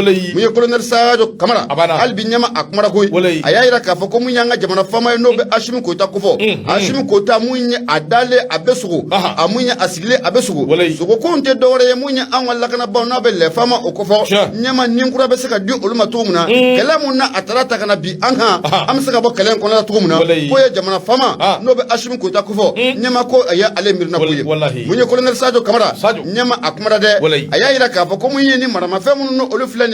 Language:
Bambara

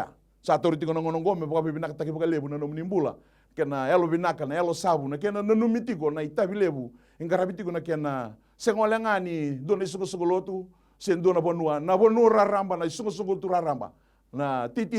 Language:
Fijian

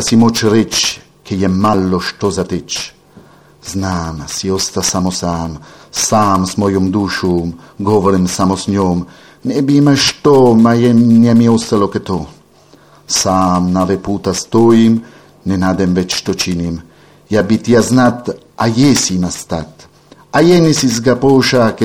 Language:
Serbian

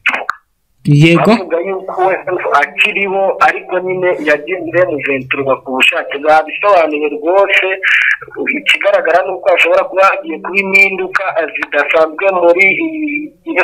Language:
Kinyarwanda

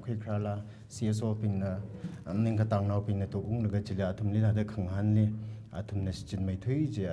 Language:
Tangkhul Naga (India)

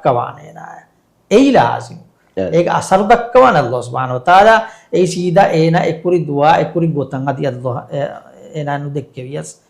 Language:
Divehi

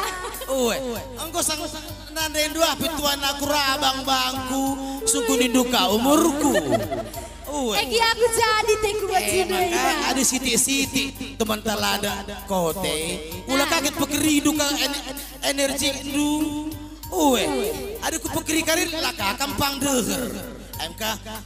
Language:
Batak Karo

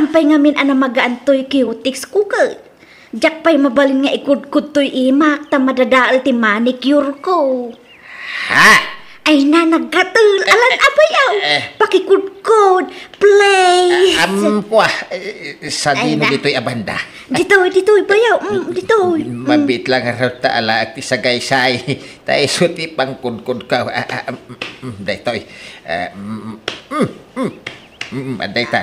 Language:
Iloko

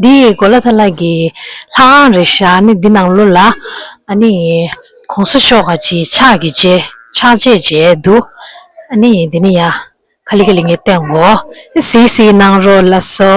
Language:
Tibetan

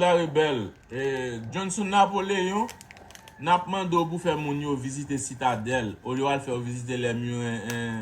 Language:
Haitian Creole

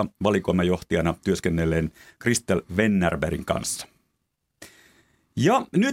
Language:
Finnish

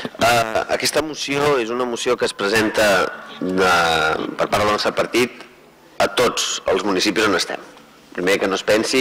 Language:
Catalan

